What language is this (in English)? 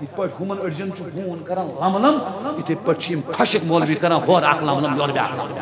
Kashmiri